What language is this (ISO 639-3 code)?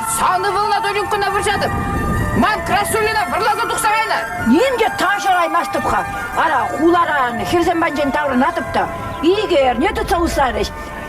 chv